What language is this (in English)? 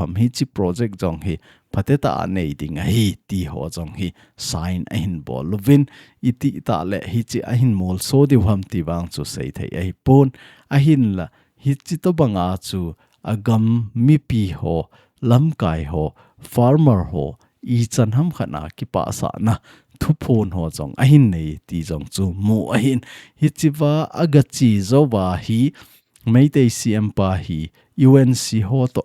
Thado Chin